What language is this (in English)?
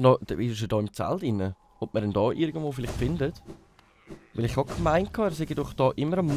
Swiss German